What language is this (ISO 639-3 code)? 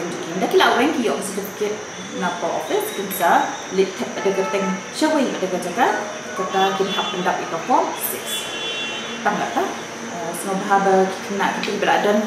kha